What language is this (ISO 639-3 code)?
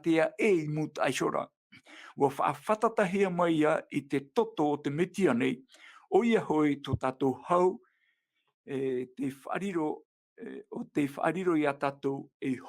tah